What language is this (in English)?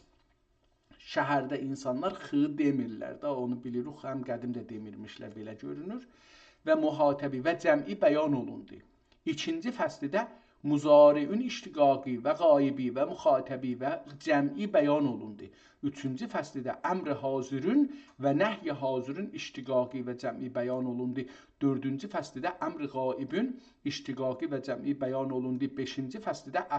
South Azerbaijani